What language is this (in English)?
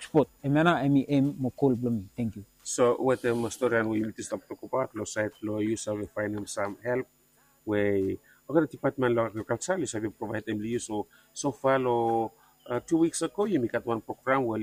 Bislama